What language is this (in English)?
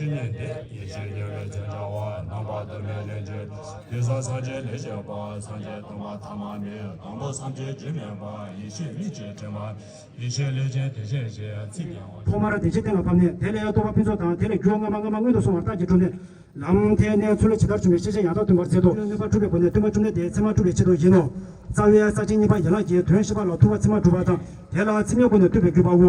Tibetan